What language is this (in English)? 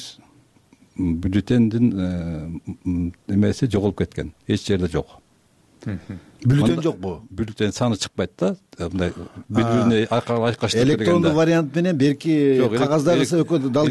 Kyrgyz